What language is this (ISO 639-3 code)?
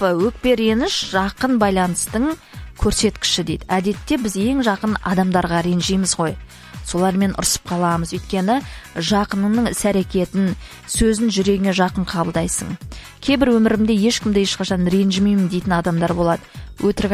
kaz